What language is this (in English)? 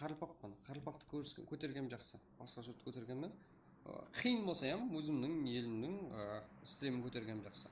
Kara-Kalpak